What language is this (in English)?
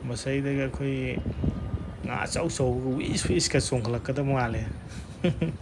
Manipuri